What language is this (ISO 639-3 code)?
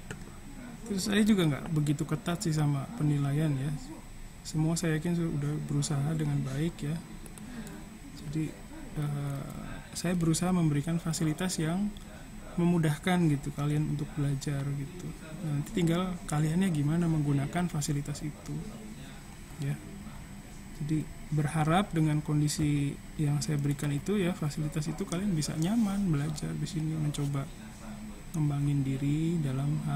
ind